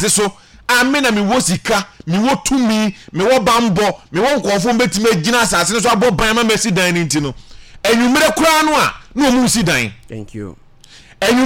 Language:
Akan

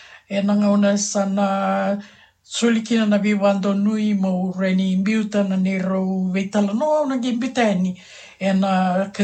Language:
Fijian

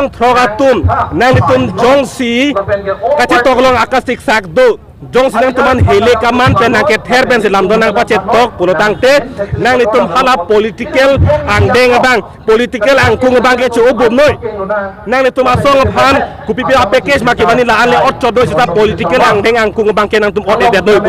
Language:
Karbi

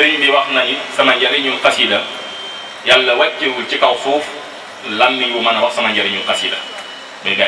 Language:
Wolof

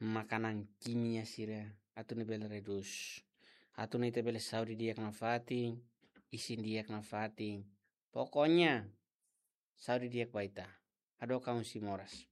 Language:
Tetum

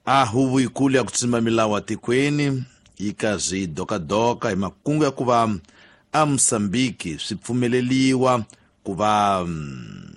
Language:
Tsonga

